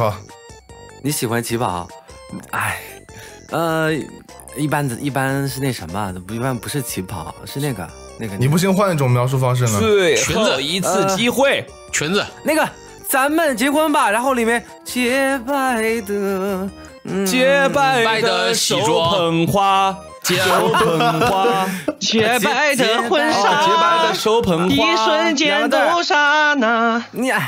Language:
Chinese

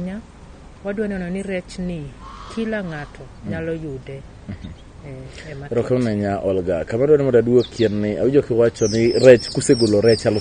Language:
Luo (Kenya and Tanzania)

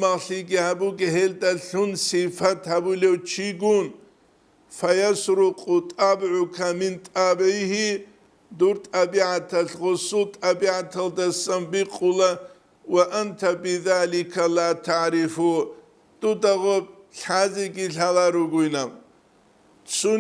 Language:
Avaric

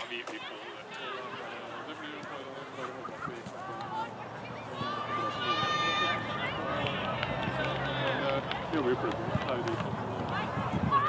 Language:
Norwegian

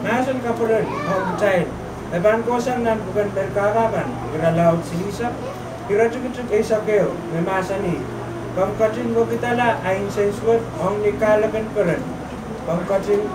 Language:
Pohnpeian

